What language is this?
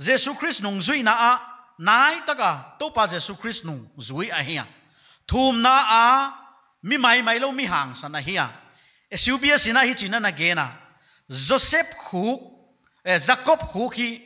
Paite Chin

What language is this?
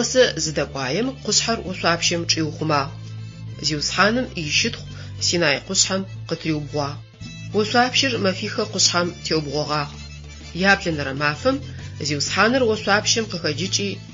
Adyghe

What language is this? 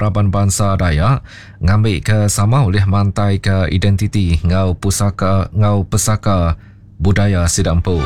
Iban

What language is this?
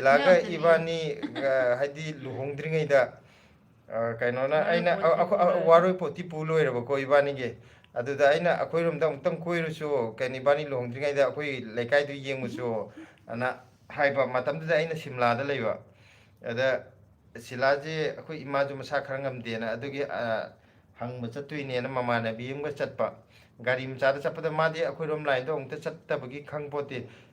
Manipuri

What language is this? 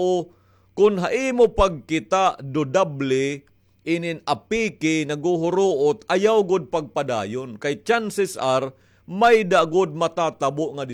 Waray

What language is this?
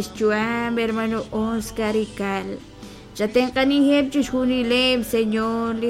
Kekchí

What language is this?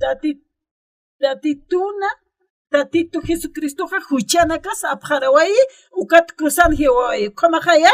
Aymara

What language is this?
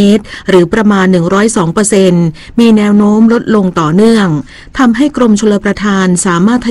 Thai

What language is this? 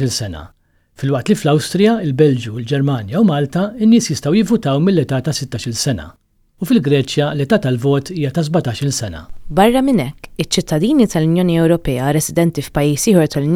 Maltese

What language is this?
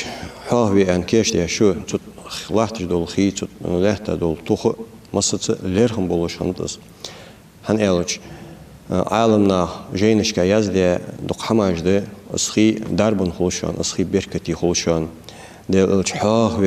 Ingush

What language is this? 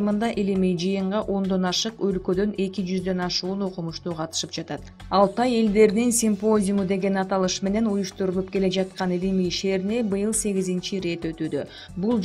Kyrgyz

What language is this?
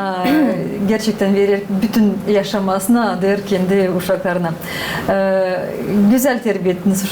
Gagauz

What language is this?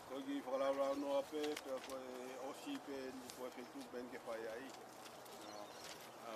Tongan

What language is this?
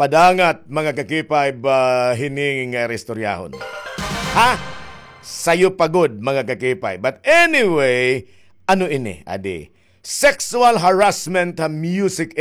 Waray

